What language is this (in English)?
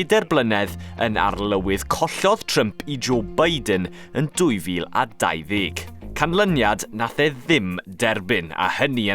Welsh